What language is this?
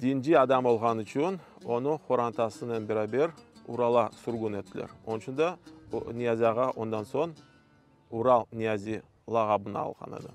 Crimean Tatar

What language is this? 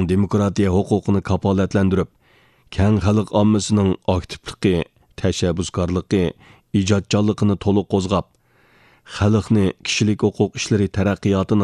Uyghur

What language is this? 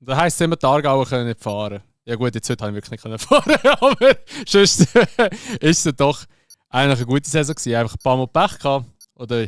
Swiss German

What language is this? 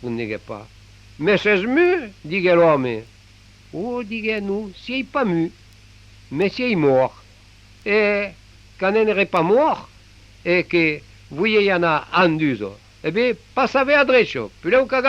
Occitan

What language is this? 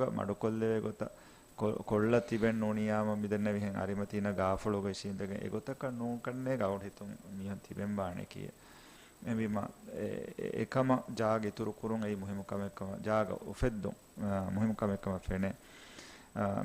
Divehi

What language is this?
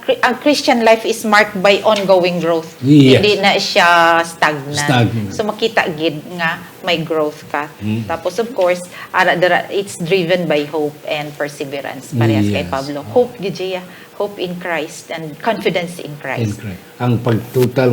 Hiligaynon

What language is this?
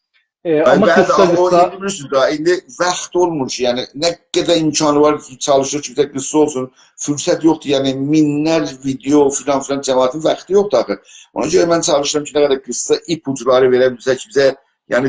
South Azerbaijani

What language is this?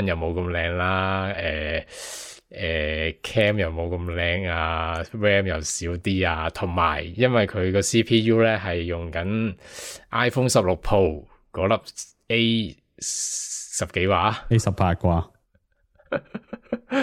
Cantonese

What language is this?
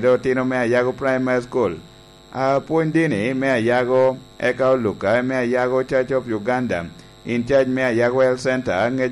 Lango (Uganda)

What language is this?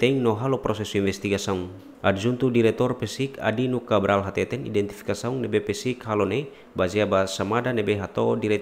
Tetum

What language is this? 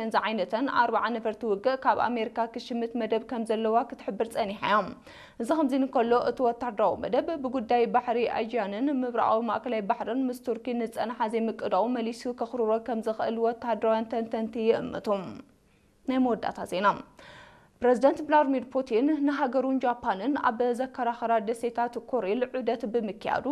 Tigrinya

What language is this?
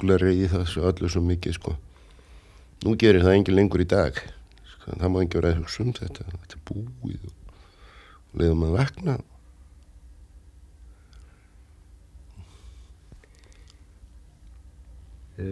Icelandic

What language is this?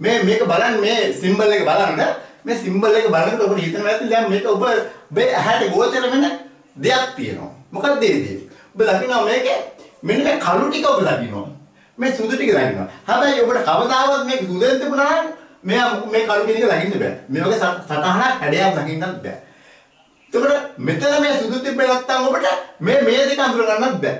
Sinhala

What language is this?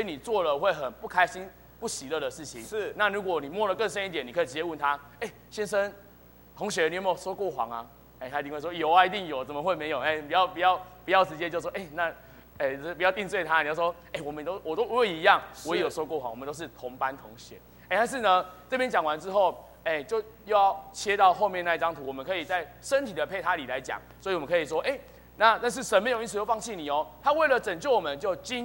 Chinese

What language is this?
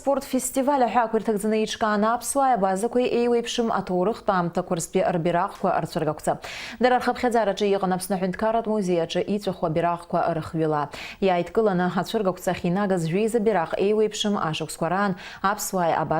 Abkhazian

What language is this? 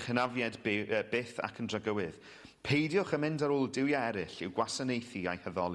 Welsh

